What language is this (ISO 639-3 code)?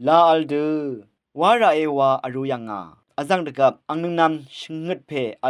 raw